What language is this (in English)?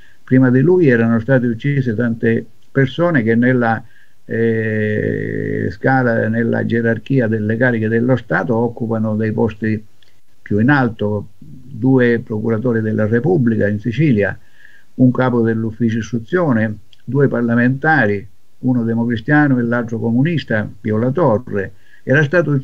Italian